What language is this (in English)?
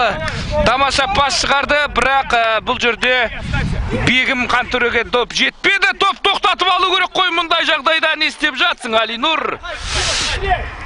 Kazakh